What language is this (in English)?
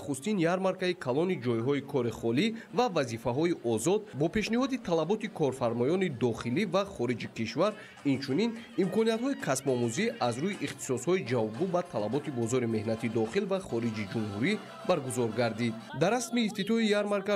Tajik